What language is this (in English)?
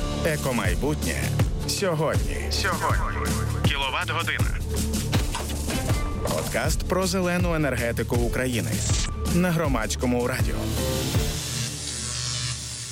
Ukrainian